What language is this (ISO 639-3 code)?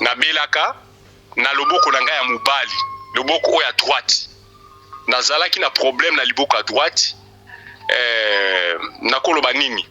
lin